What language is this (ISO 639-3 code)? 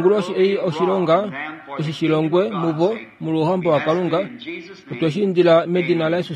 kua